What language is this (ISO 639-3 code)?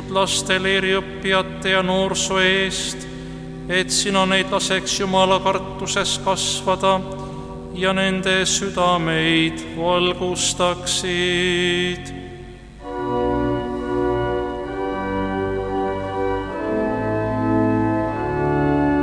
est